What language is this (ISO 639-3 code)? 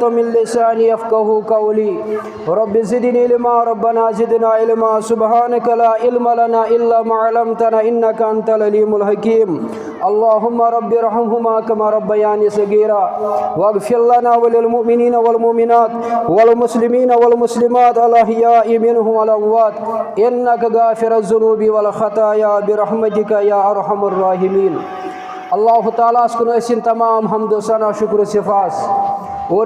kas